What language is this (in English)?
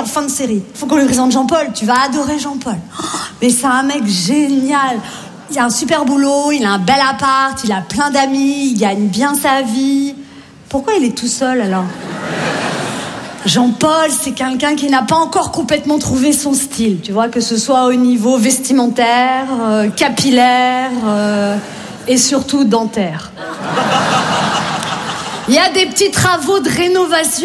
French